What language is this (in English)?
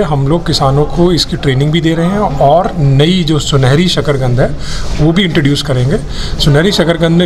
Hindi